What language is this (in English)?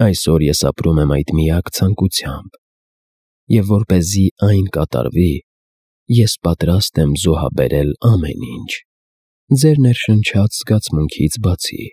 Armenian